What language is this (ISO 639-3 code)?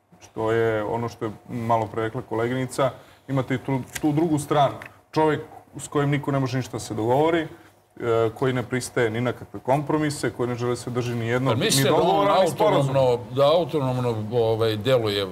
srp